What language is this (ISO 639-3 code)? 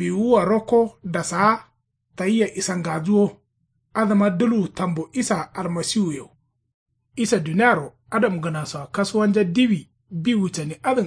kau